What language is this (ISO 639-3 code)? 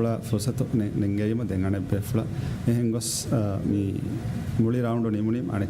div